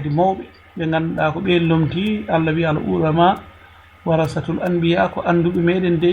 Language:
Fula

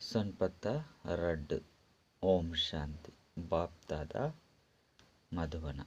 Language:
Tulu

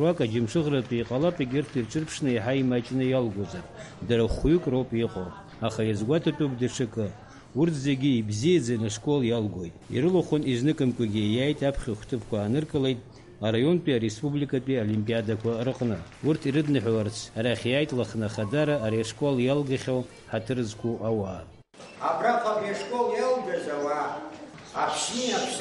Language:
Abkhazian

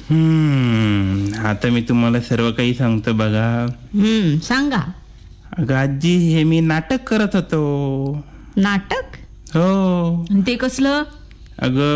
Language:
Marathi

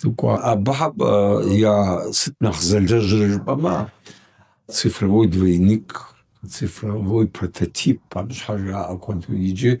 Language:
Kabardian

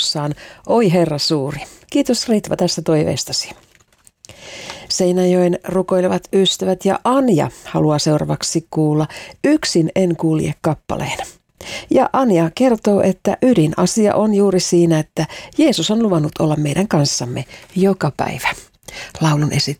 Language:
Finnish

